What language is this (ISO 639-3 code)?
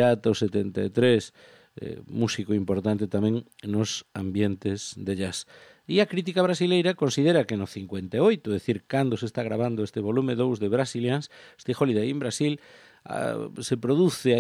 glg